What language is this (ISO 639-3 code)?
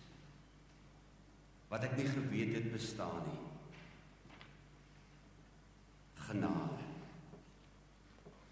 afr